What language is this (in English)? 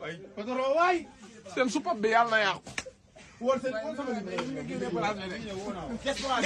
Wolof